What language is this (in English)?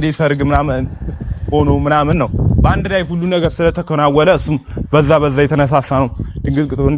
Amharic